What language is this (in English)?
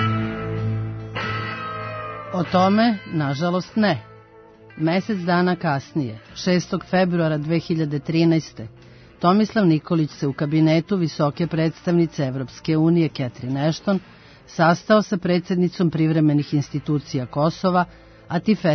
Serbian